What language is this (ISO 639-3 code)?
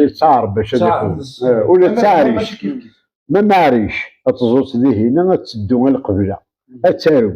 kab